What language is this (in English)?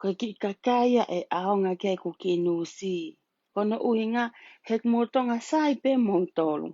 Tongan